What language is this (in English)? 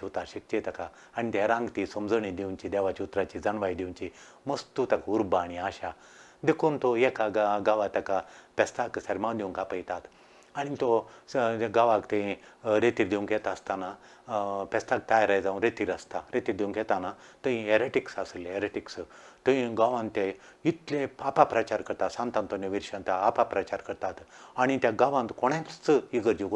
Konkani